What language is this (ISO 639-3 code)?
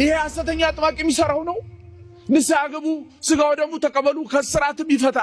amh